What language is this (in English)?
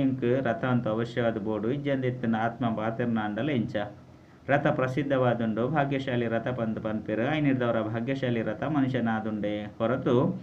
Tulu